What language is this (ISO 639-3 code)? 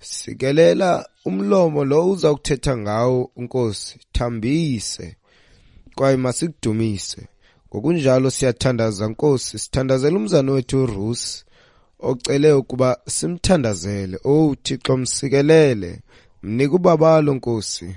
xho